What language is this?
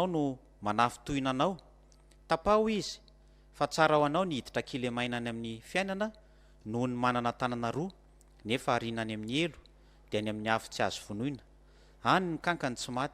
Malagasy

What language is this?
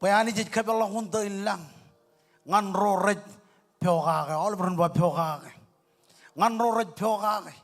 Marshallese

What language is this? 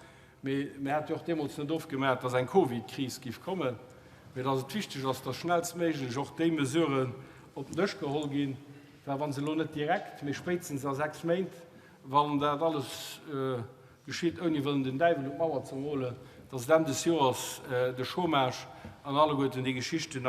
Luxembourgish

